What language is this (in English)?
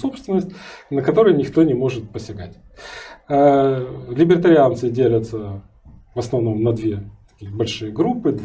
Russian